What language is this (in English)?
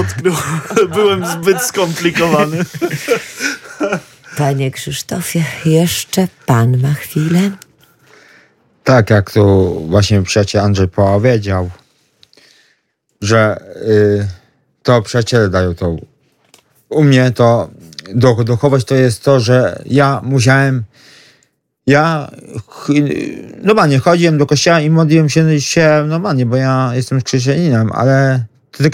Polish